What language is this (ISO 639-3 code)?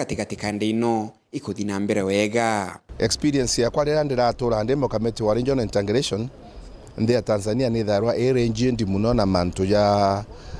mer